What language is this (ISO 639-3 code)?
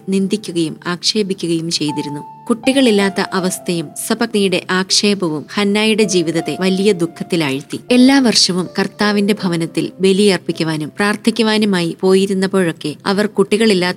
mal